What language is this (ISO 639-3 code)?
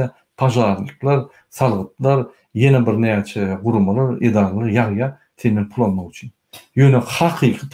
tuk